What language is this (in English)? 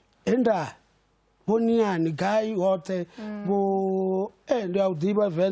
Venda